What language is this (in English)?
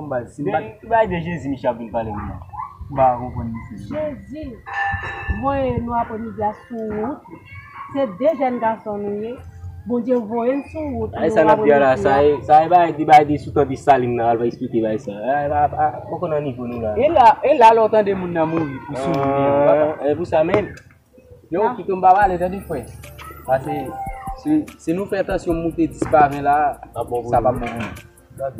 Haitian Creole